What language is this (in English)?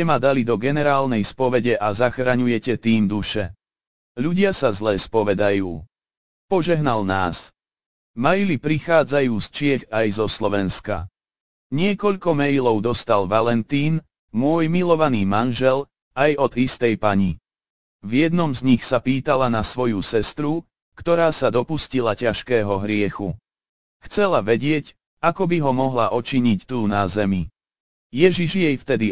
Slovak